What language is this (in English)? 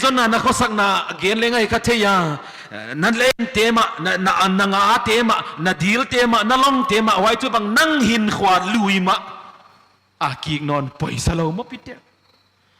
Paite Chin